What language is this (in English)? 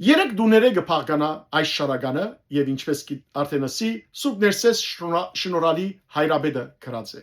Western Armenian